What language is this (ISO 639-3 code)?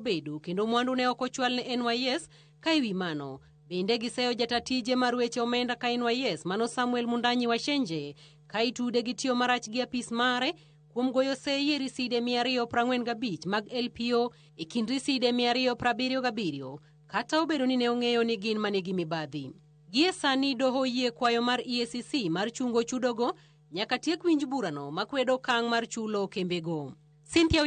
luo